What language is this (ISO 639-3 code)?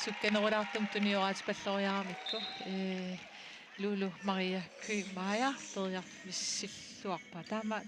kal